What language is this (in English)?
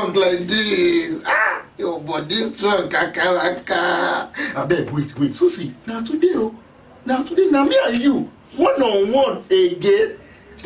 Nigerian Pidgin